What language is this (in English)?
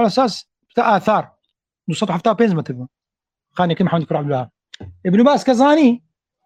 Arabic